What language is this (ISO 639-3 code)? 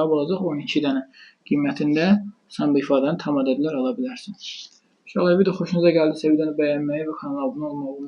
aze